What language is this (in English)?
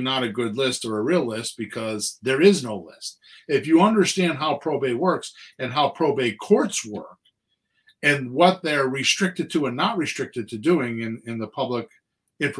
English